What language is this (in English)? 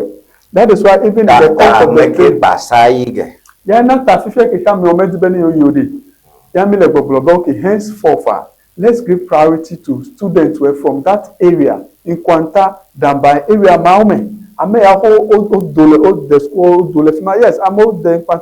Ewe